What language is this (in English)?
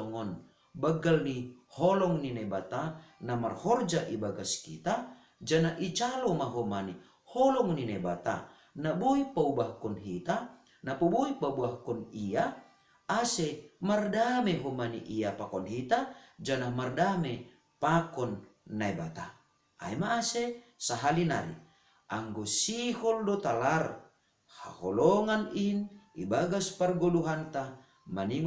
Batak Simalungun